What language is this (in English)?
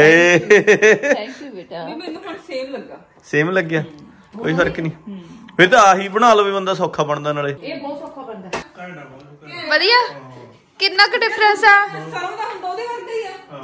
Punjabi